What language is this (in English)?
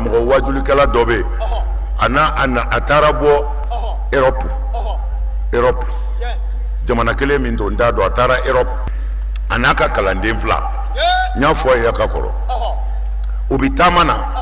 Bambara